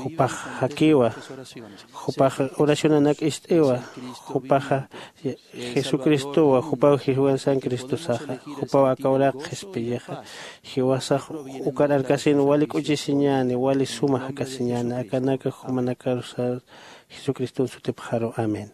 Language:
Aymara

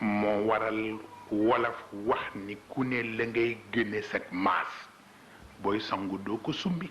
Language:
Wolof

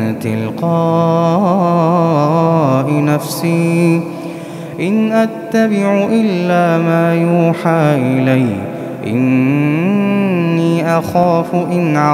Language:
Arabic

